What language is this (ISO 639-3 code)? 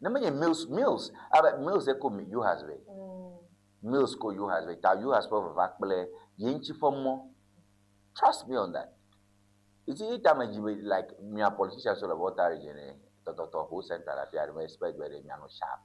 ewe